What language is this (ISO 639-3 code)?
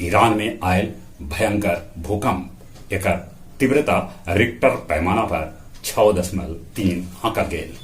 mag